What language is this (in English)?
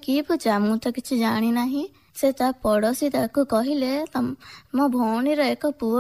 Odia